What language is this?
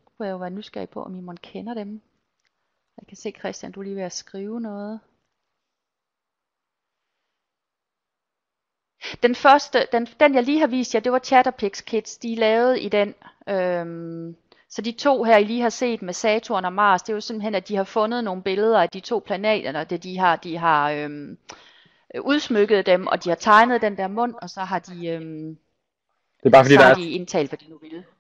Danish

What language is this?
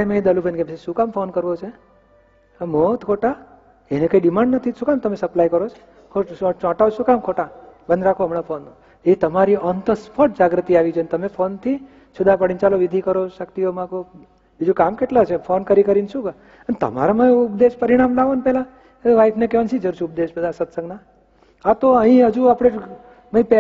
Gujarati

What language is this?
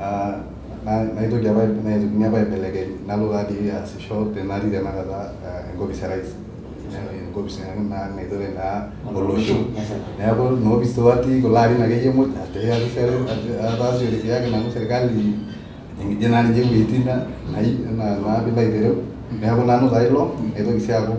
Masai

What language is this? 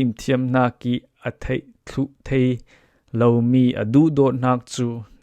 Falam Chin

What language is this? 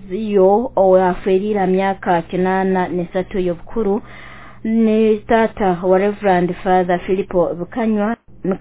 Nyoro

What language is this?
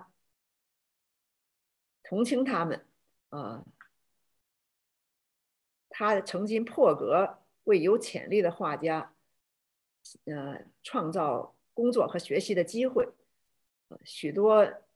Chinese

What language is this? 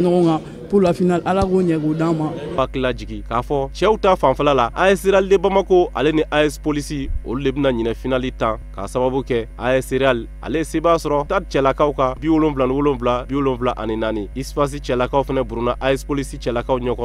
Bambara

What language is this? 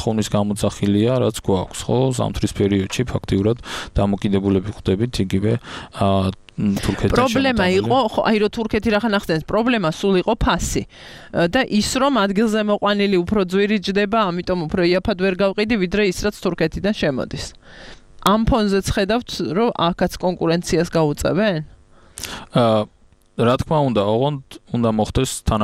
Georgian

